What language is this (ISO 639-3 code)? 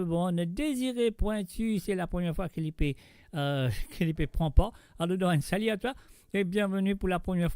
mfe